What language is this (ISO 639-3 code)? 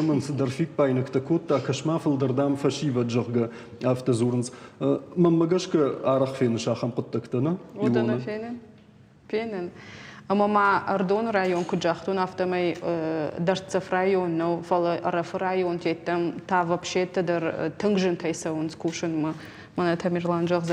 oss